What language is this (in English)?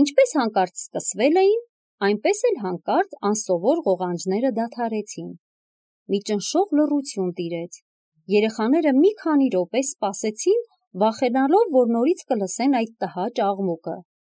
Armenian